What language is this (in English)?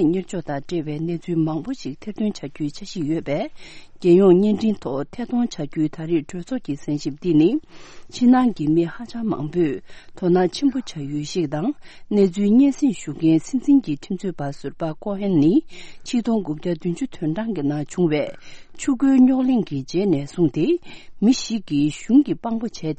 Tibetan